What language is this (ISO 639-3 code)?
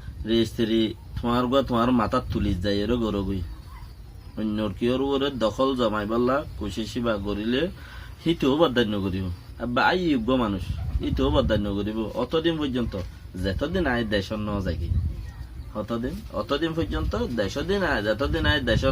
rhg